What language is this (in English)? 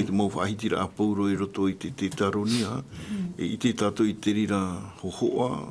Tahitian